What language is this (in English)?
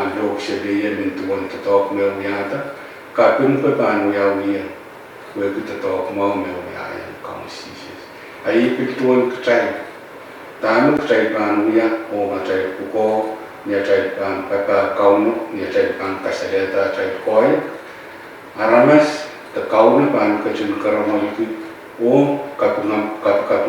Pohnpeian